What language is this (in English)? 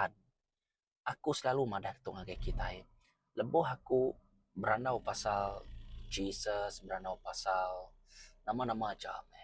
Iban